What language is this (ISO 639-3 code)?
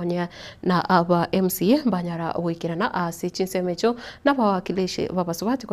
guz